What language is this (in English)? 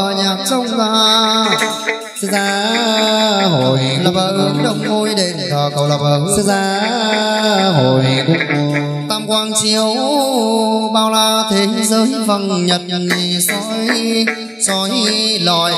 Vietnamese